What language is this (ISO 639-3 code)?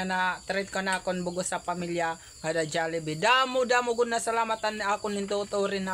war